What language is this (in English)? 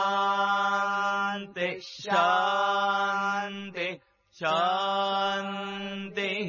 Sanskrit